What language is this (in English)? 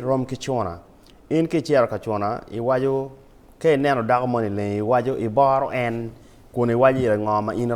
Acoli